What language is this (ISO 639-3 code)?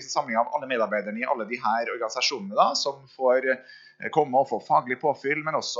nor